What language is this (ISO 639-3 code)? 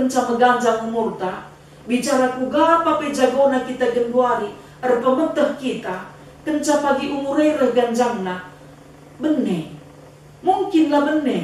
btx